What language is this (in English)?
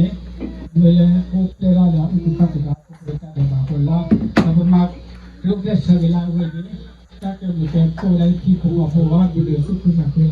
S'gaw Karen